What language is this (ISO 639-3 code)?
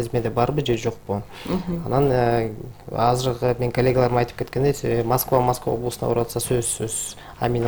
kir